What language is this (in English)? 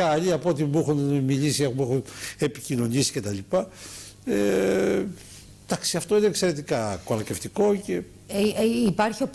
Greek